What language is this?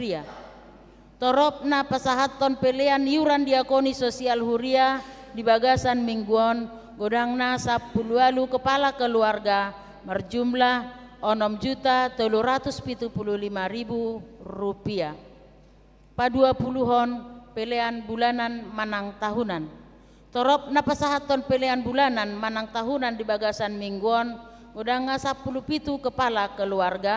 Batak Toba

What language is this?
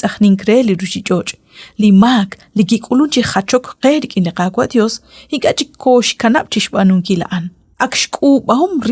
Kekchí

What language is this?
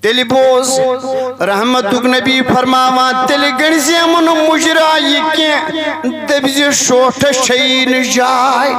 Kashmiri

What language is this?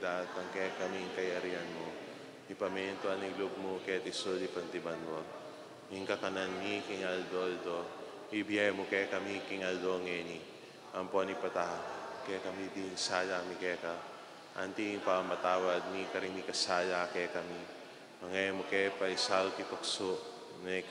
Pampanga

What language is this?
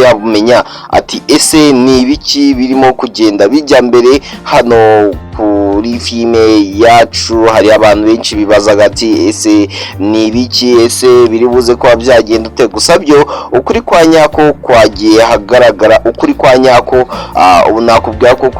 Kinyarwanda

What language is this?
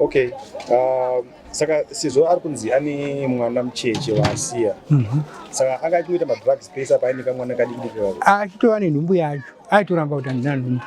Shona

